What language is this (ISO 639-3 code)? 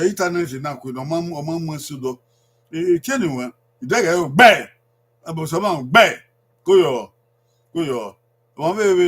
bin